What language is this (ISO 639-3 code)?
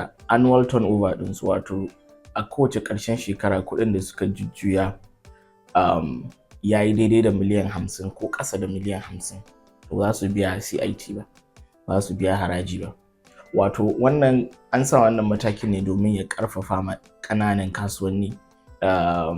hau